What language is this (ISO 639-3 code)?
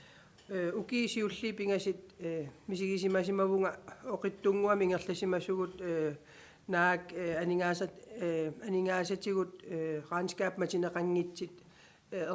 kal